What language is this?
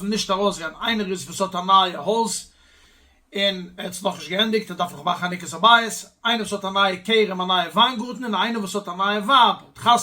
Yiddish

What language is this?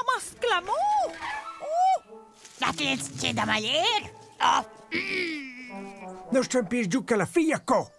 Romansh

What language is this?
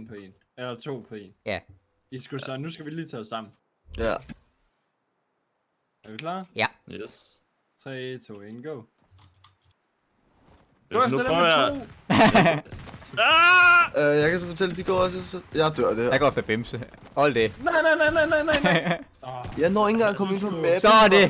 Danish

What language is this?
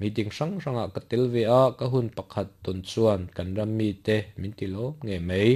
Mizo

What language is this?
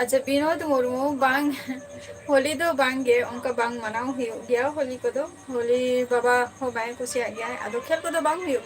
Santali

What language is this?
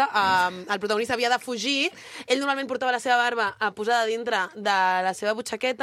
Catalan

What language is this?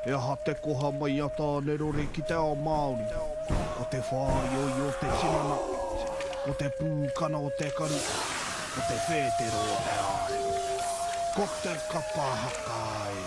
Māori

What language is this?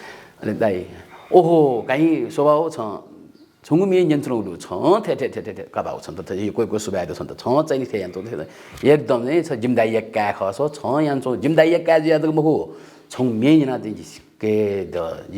Newari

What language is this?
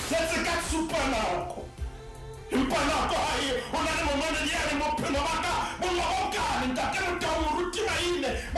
Southern Sotho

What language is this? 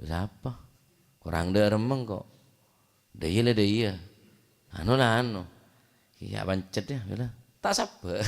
Madurese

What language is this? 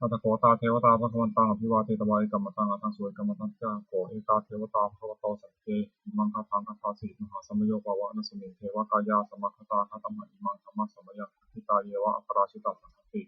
Pali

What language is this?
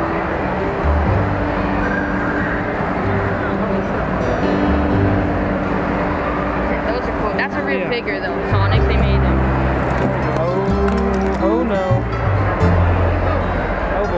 English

